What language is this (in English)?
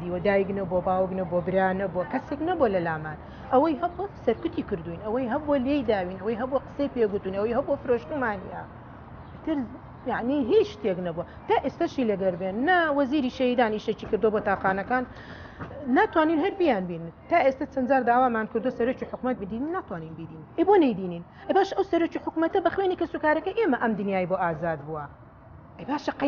Central Kurdish